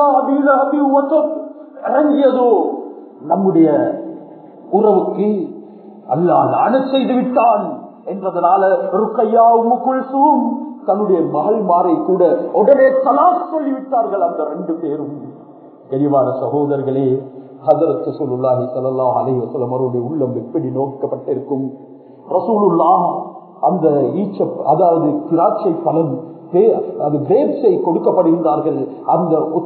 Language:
Tamil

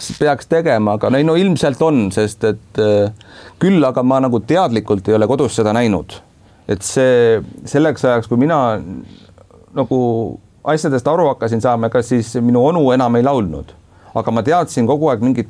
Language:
Estonian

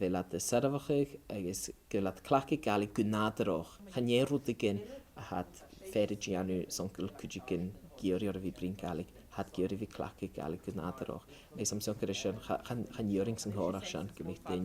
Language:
Scottish Gaelic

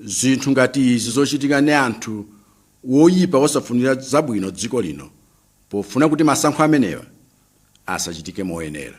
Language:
Nyanja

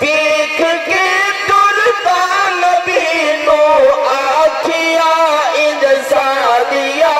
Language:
Saraiki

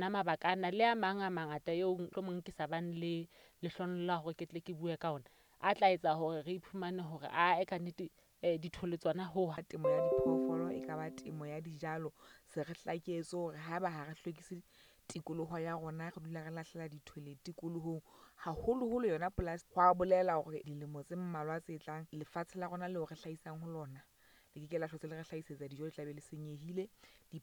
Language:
Southern Sotho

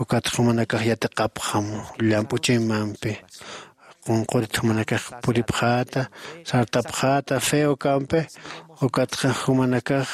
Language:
Aymara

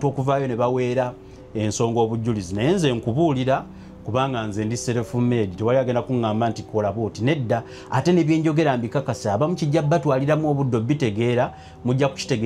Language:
Ganda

